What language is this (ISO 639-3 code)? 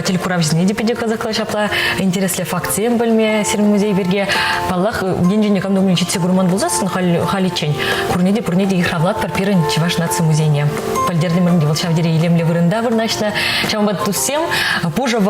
chv